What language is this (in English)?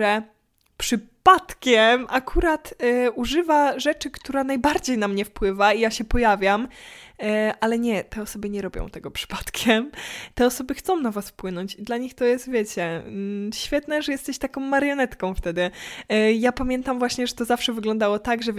Polish